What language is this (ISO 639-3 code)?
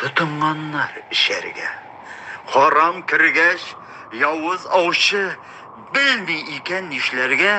tat